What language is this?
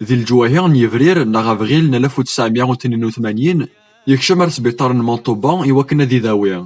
Kabyle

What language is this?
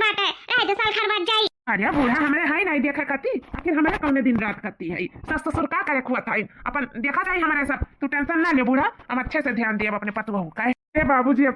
Awadhi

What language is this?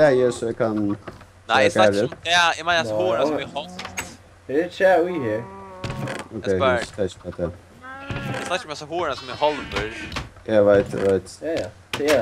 Faroese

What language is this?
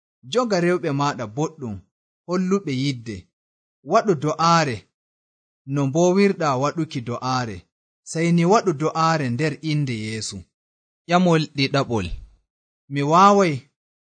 Nigerian Fulfulde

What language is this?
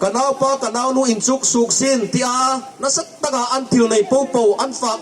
Hmar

